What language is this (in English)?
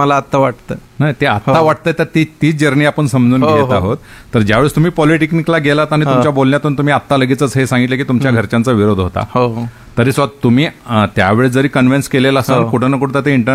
Marathi